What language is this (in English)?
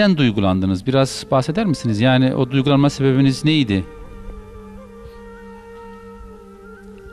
Turkish